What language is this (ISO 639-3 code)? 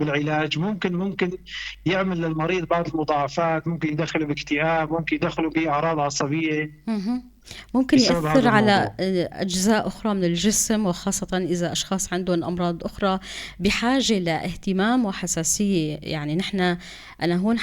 apc